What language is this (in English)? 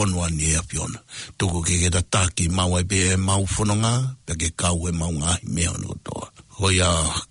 Tongan